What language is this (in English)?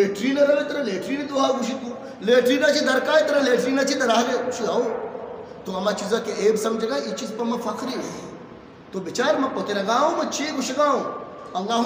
Eastern Balochi